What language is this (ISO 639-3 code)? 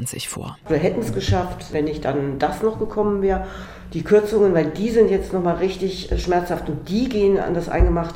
deu